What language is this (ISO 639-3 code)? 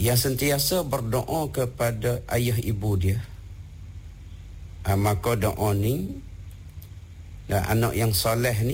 msa